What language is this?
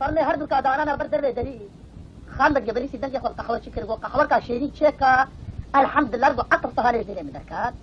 Kurdish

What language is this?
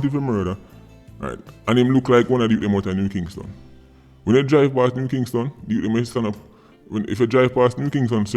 Jamaican Creole English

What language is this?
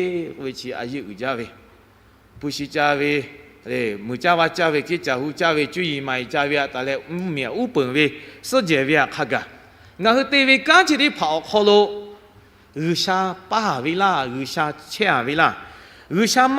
Lahu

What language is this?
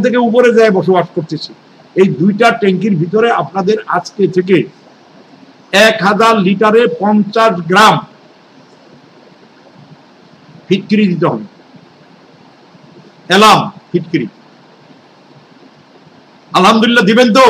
Bangla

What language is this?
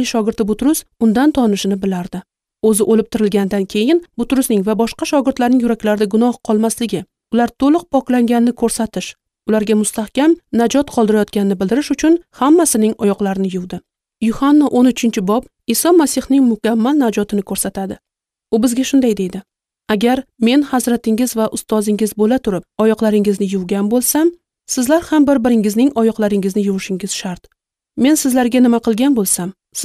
Uzbek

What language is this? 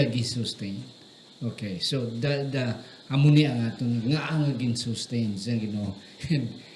Hiligaynon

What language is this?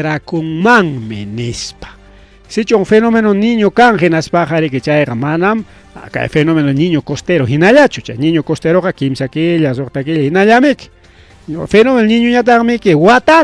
Ayacucho Quechua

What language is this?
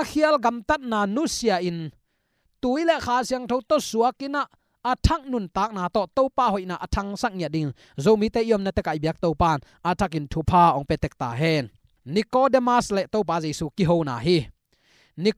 Tedim Chin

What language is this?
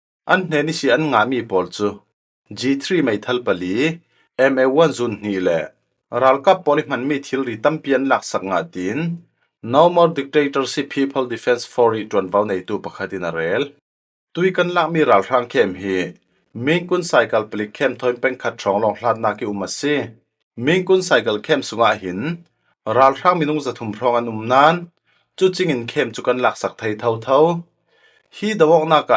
Falam Chin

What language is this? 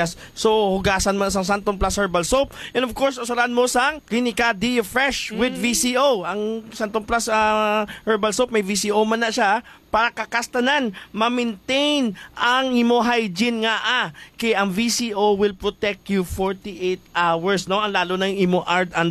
Hiligaynon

